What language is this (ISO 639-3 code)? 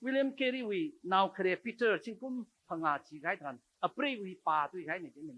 nmf